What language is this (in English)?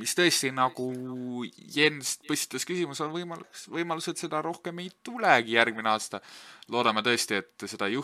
Estonian